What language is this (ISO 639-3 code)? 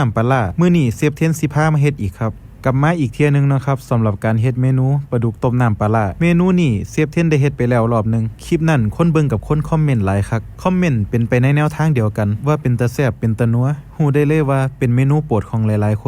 tts